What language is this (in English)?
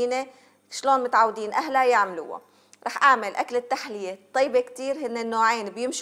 Algerian Arabic